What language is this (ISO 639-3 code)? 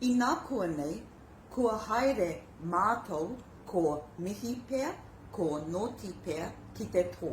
mri